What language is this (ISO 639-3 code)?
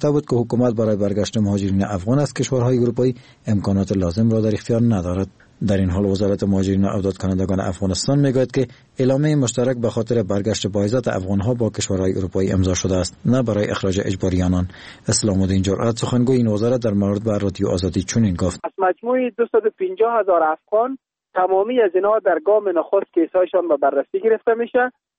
fas